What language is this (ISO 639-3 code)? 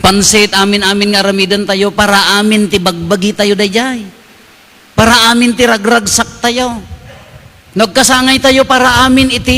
ilo